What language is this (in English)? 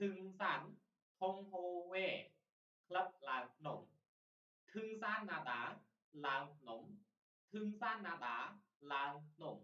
Khmer